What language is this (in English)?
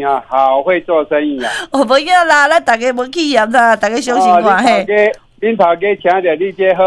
Min Nan Chinese